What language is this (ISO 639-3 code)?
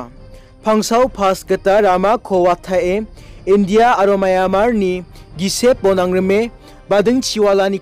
grt